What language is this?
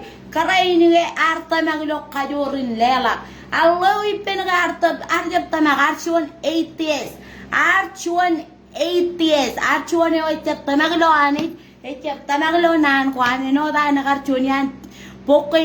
Marshallese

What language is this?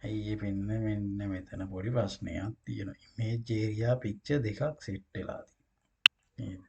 Sinhala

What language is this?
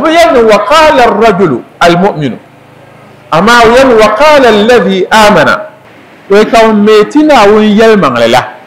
Dagbani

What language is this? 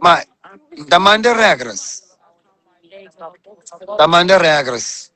Kabuverdianu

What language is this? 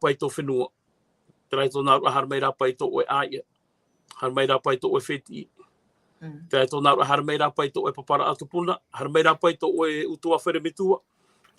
Tahitian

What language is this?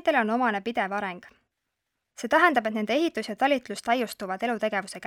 Estonian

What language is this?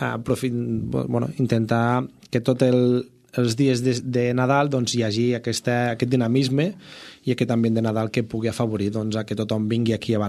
Catalan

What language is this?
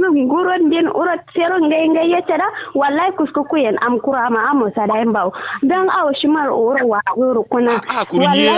Kanuri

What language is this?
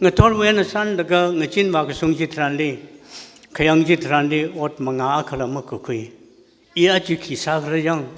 Tangkhul Naga (India)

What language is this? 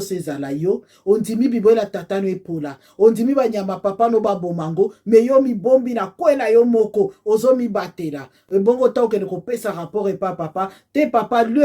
Lingala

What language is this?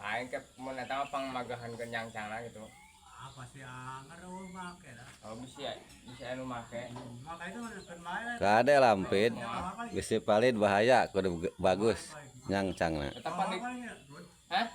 Sundanese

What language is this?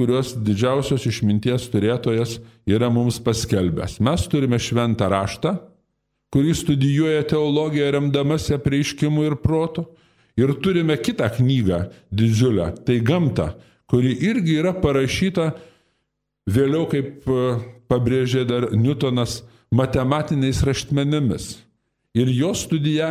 Lithuanian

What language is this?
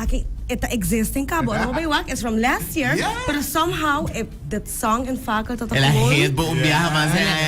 Papiamento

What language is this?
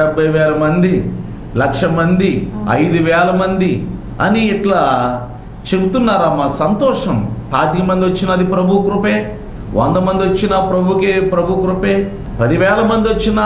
Telugu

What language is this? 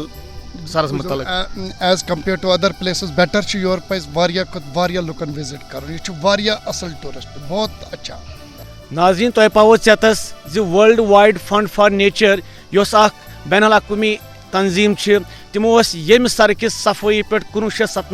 Kashmiri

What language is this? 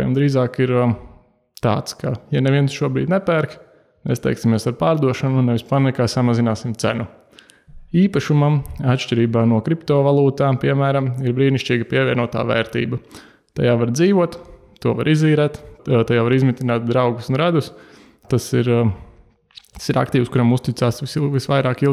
Latvian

